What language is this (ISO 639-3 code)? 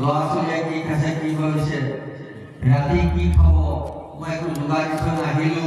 asm